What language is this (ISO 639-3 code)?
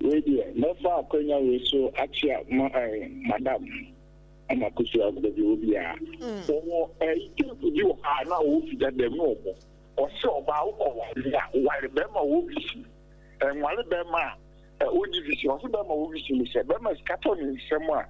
aka